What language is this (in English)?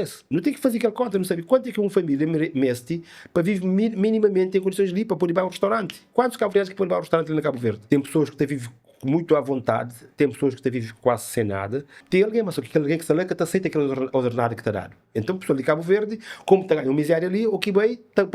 Kabuverdianu